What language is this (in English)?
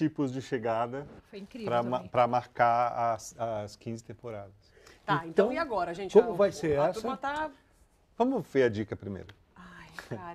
Portuguese